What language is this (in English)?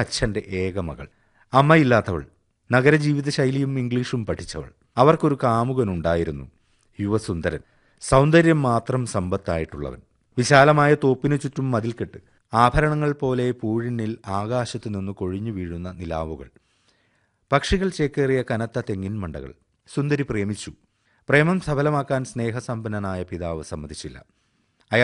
Malayalam